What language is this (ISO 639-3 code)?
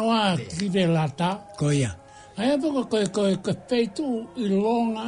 ton